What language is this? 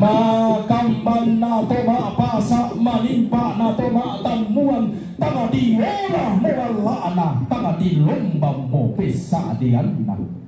Toraja-Sa'dan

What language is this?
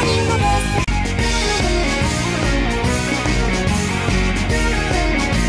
Japanese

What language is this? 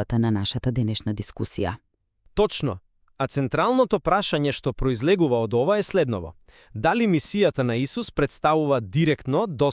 Macedonian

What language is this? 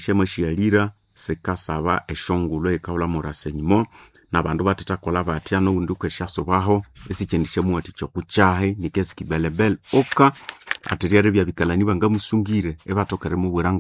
Nande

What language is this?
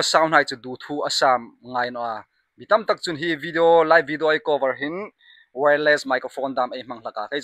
Hmar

